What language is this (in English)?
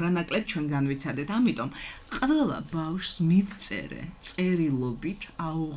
Georgian